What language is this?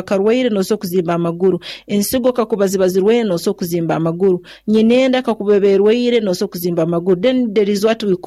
Nyoro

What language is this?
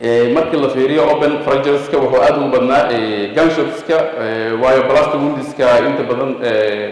Somali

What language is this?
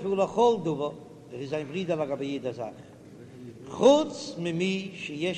Yiddish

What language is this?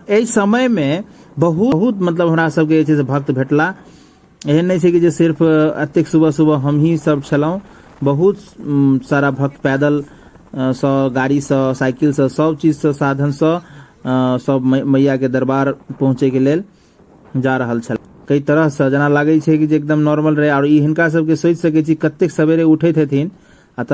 Maithili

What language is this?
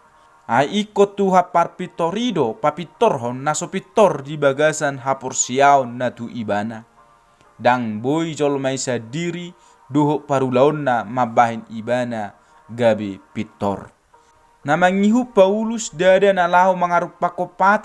Batak Toba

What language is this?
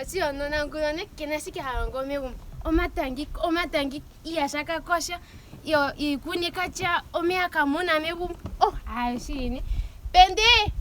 Ndonga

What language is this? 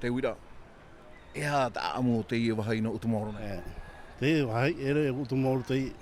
Tahitian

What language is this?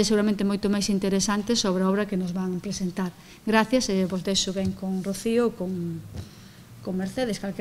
Galician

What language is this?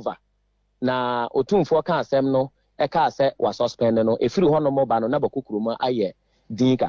Akan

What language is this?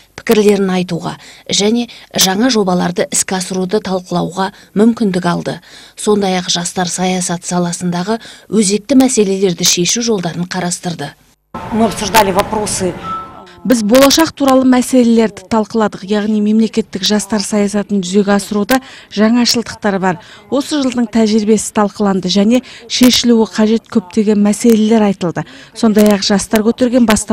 Kazakh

